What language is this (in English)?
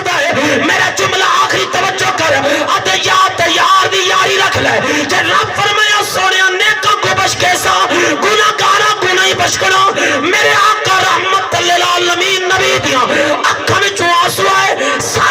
Saraiki